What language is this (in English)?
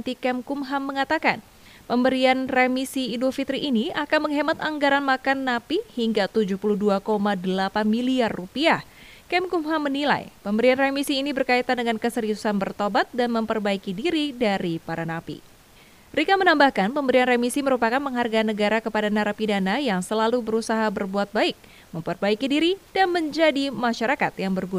Indonesian